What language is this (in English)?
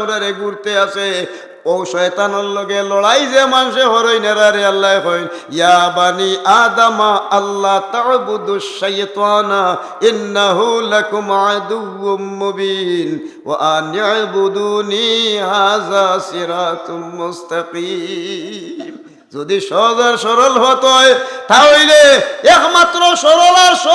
Sylheti